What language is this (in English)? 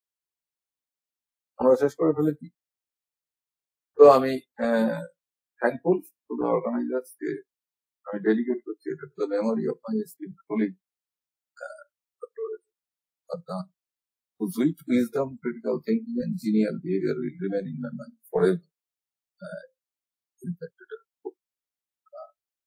Bangla